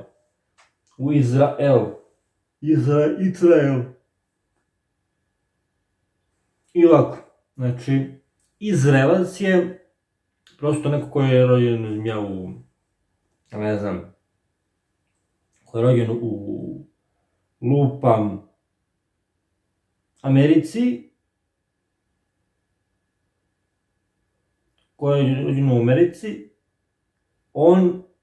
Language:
Serbian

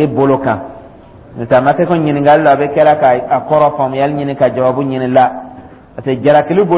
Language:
Dyula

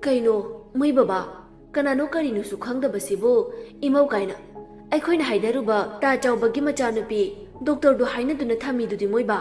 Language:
Manipuri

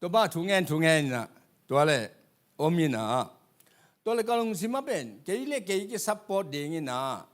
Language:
Tedim Chin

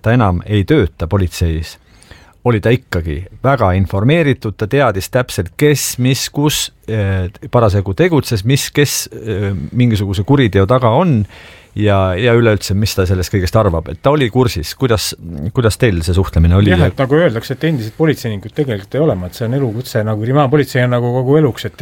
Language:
Estonian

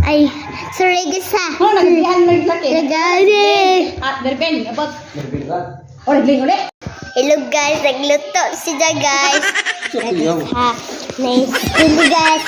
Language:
Cebuano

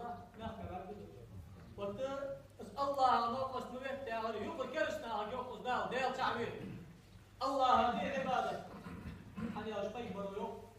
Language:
Ingush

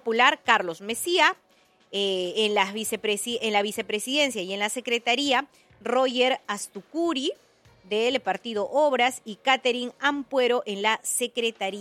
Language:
Spanish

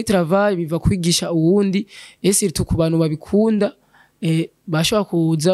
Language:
Rundi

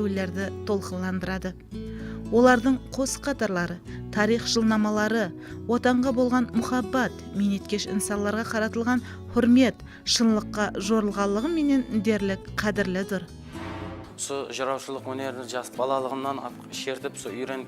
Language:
Kara-Kalpak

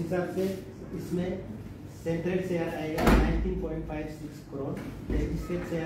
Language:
Hindi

